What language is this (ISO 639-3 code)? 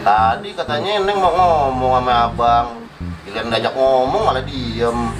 bew